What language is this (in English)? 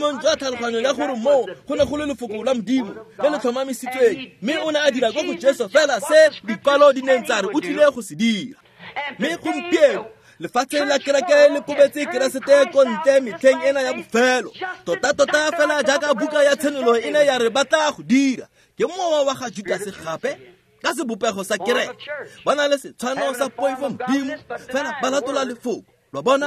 Tswana